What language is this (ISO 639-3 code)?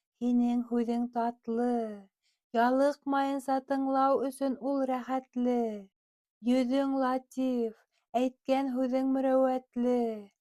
bak